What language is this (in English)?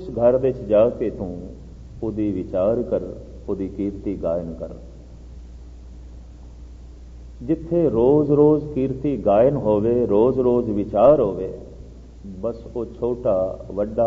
Punjabi